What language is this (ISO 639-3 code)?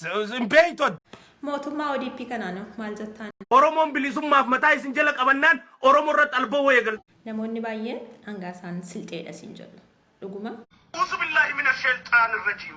orm